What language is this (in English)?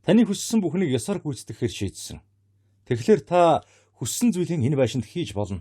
Mongolian